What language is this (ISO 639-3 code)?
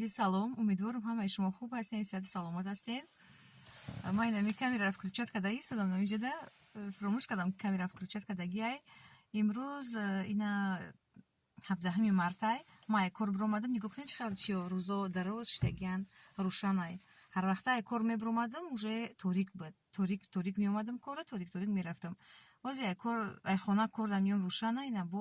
tgk